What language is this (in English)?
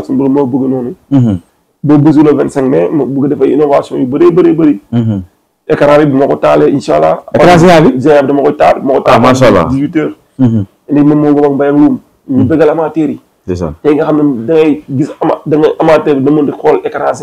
Wolof